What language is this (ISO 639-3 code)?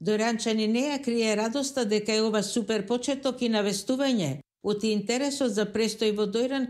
mkd